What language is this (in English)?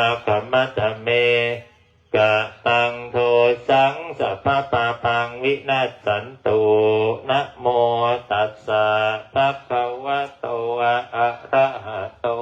Pali